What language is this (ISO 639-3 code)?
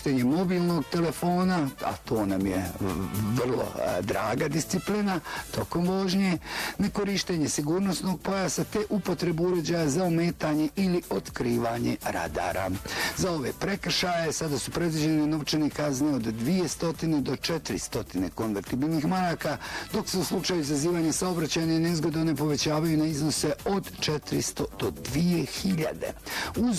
bos